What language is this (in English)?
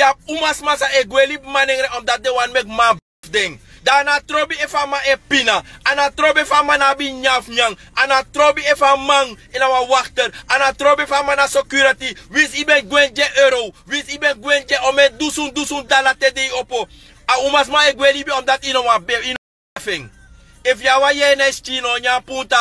Sranan Tongo